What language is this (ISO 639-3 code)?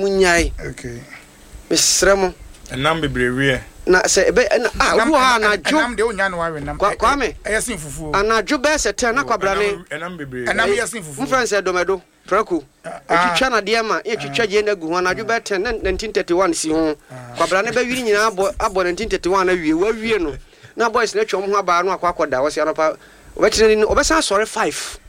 aka